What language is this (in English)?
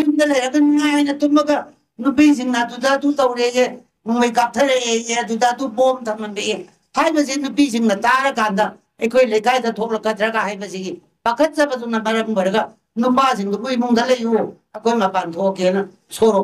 Manipuri